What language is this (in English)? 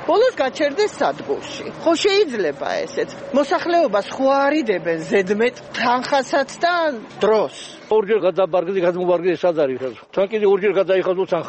Georgian